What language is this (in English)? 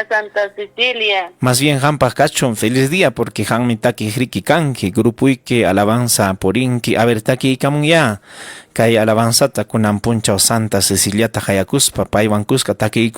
Ayacucho Quechua